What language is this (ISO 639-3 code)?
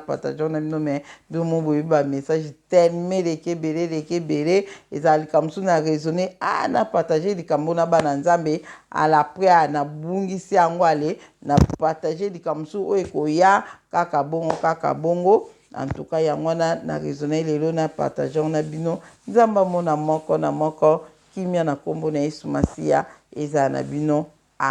lin